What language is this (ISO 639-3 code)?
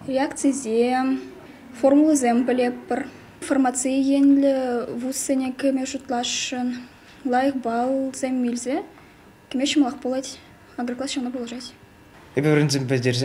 chv